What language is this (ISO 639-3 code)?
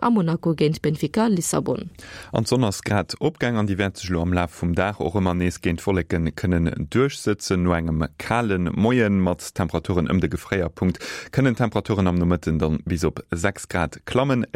ltz